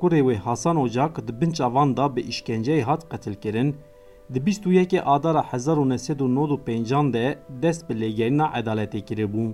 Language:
Kurdish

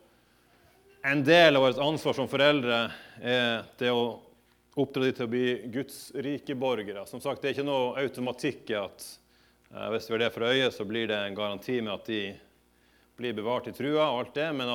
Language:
Norwegian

